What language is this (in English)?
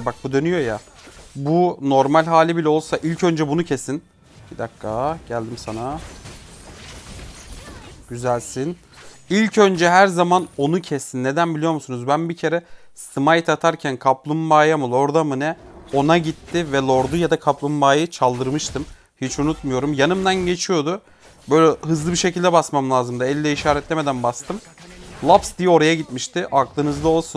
Turkish